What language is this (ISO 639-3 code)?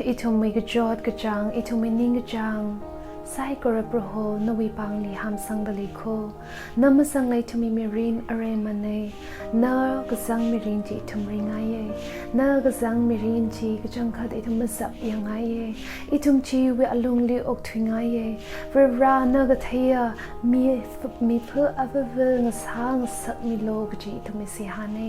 nmf